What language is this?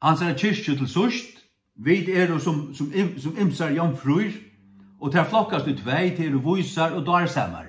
Faroese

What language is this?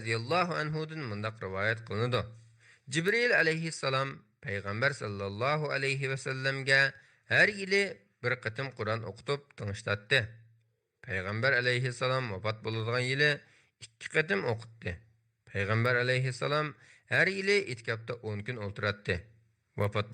Uyghur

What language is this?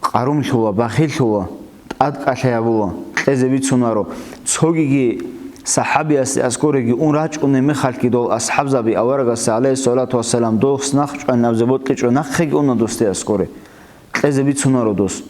Avaric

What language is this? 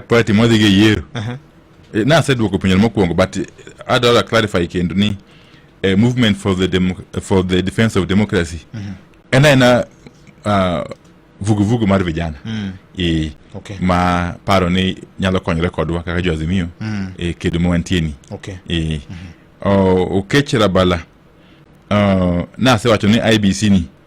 Luo (Kenya and Tanzania)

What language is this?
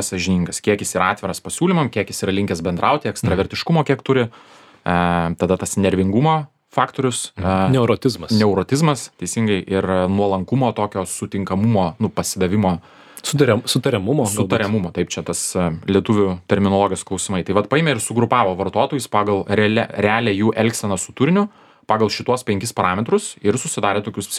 Lithuanian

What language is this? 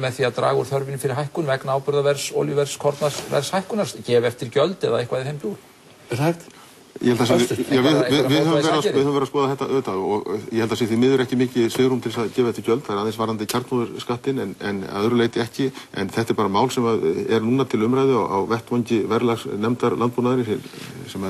Icelandic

